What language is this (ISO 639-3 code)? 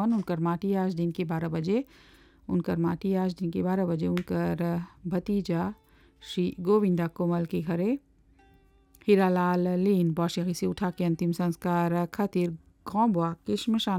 bho